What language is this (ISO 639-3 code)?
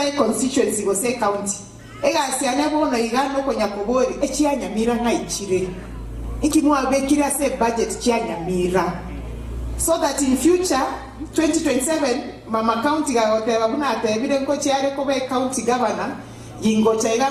guz